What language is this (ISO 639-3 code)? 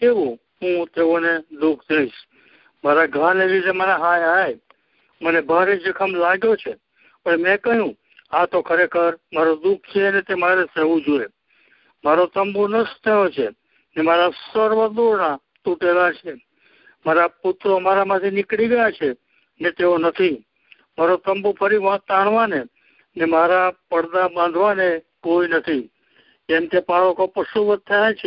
guj